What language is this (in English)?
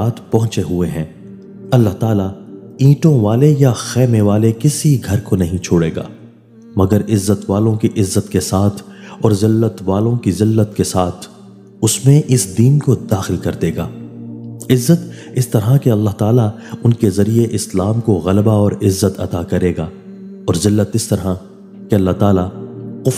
Urdu